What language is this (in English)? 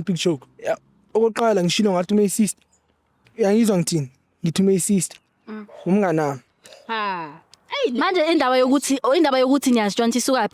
Zulu